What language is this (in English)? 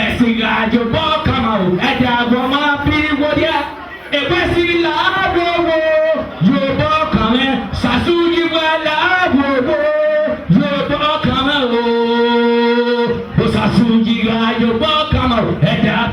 Bini